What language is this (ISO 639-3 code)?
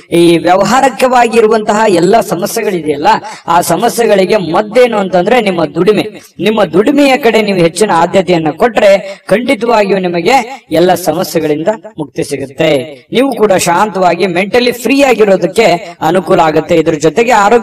kan